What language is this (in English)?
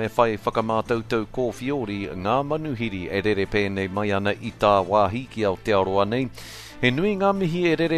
Māori